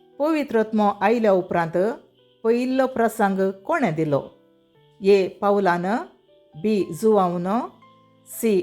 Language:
Konkani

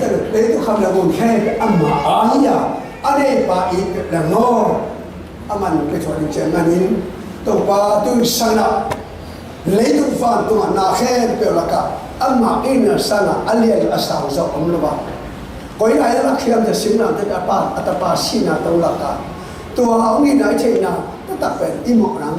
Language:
Tedim Chin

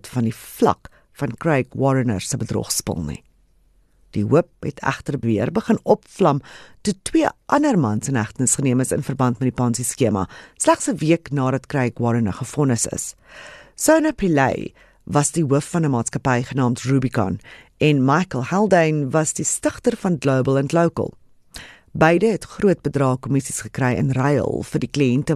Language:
Afrikaans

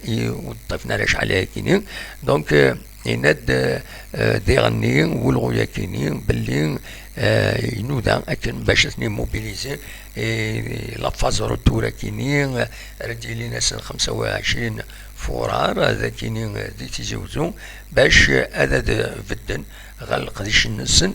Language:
Kabyle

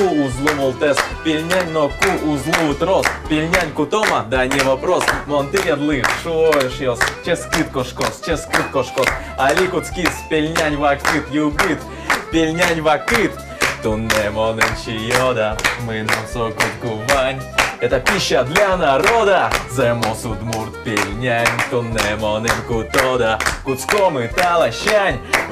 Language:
Udmurt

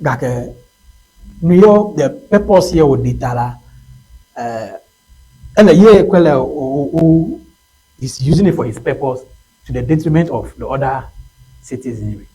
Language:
Ewe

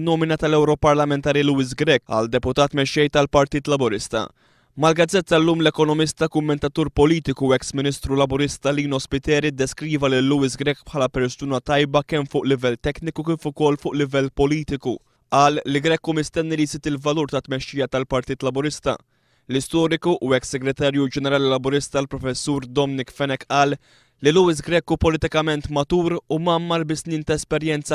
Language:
Maltese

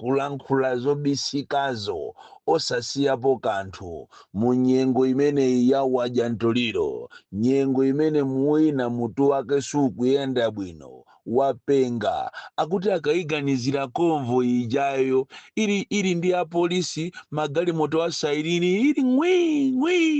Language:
Nyanja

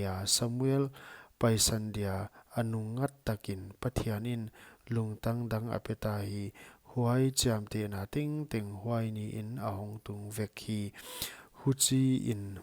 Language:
Paite Chin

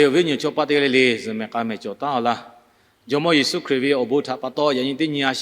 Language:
Lahu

